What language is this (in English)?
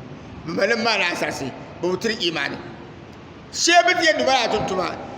Dagbani